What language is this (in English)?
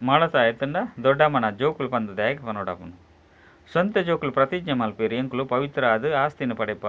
Tulu